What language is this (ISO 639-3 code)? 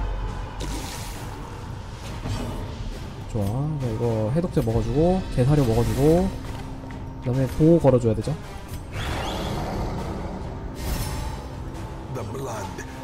kor